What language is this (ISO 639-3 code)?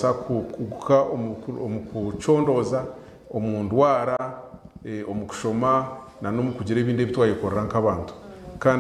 nyn